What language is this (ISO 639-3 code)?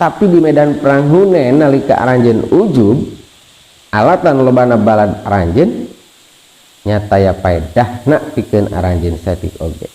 sun